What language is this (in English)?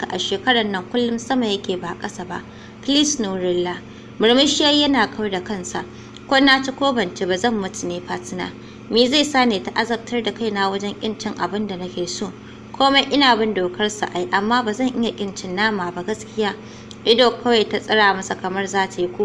Hausa